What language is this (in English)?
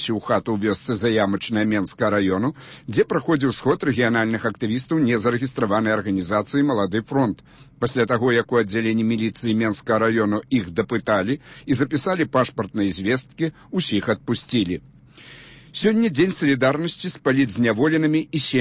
Belarusian